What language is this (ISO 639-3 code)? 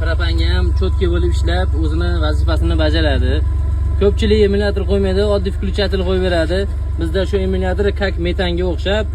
uzb